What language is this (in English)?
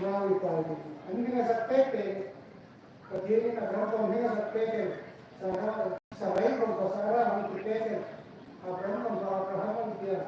Hmar